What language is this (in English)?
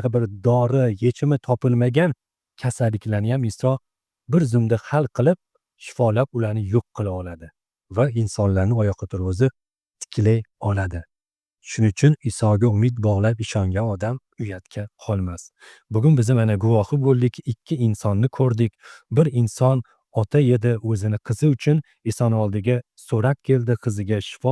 Uzbek